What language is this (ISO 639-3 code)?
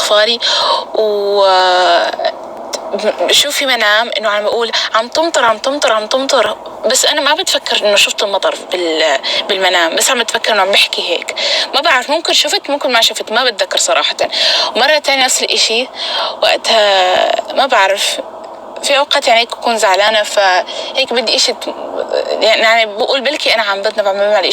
apc